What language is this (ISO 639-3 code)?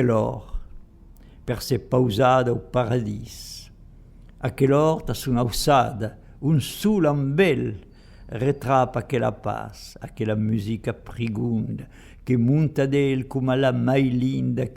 oci